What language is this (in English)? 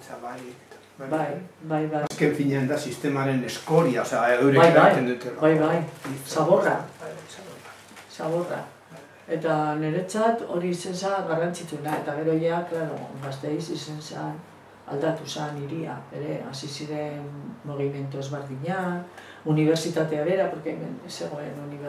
Basque